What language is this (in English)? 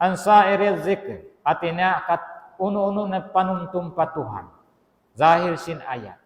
Tausug